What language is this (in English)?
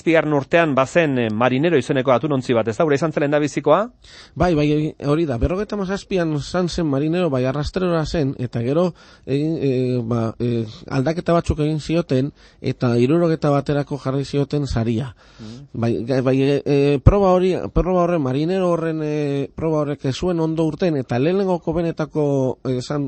Basque